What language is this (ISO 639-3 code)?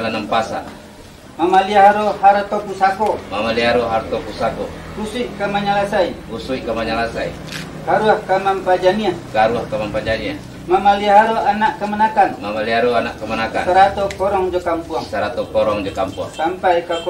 min